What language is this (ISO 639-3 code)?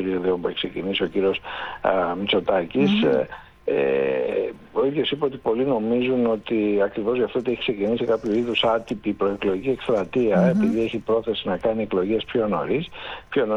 ell